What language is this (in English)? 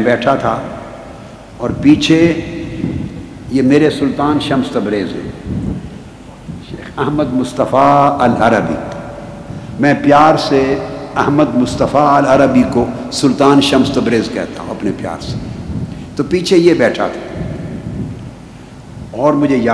Urdu